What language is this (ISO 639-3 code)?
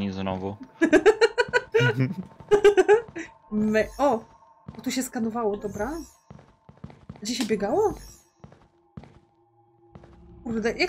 pol